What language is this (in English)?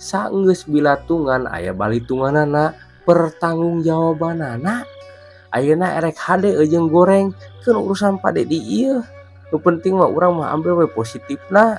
Sundanese